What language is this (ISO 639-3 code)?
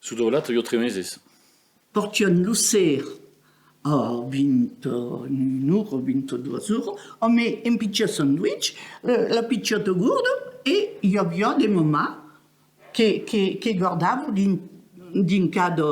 oci